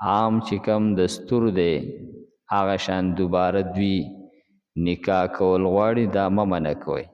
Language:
Pashto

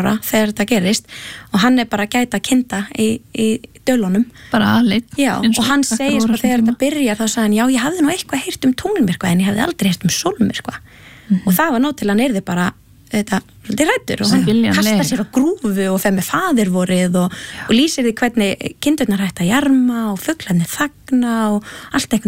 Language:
Icelandic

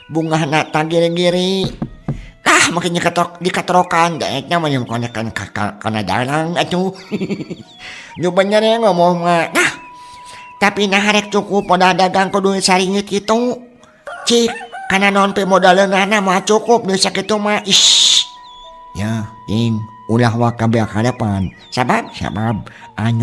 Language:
Sundanese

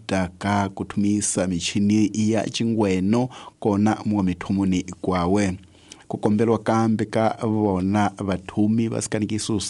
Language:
Tsonga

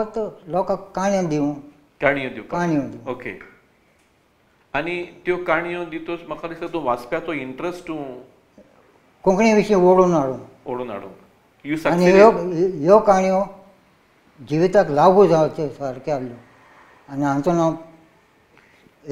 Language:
Konkani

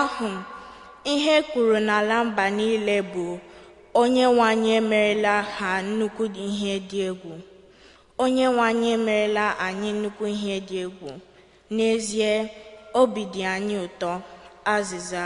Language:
Igbo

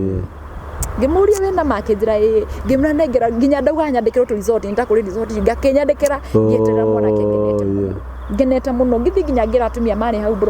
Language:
Kikuyu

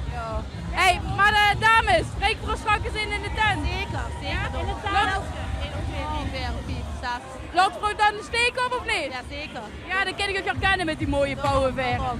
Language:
Limburgish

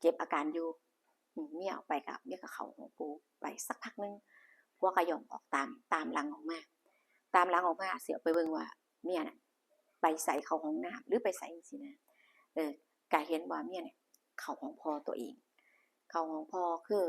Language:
Northeastern Thai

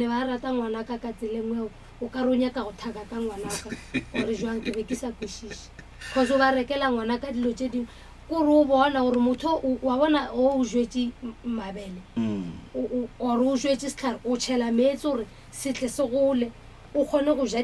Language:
Northern Sotho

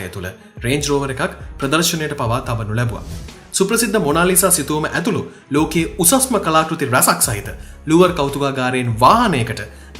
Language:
Sinhala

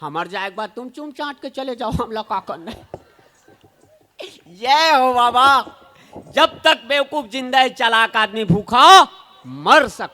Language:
Chhattisgarhi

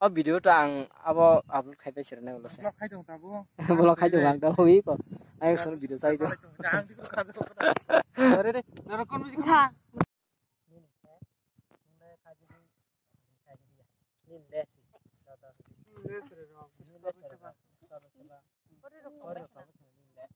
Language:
Kok Borok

